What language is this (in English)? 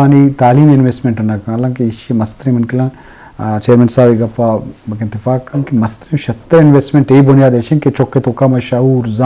Eastern Balochi